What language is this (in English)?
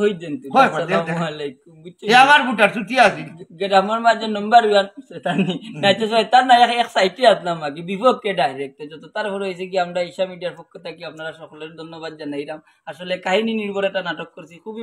Sylheti